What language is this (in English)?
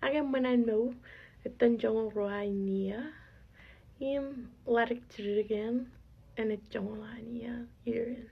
Marshallese